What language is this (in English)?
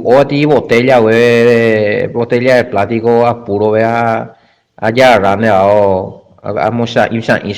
Guarani